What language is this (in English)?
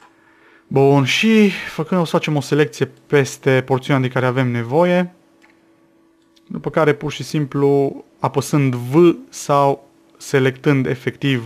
Romanian